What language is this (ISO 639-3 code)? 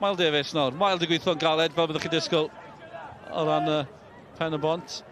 cym